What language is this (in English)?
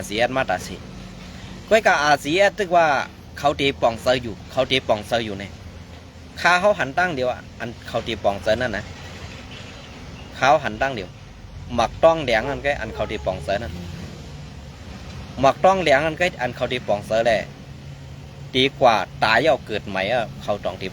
Shan